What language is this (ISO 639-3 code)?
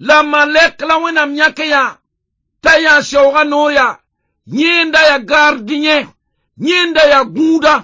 mos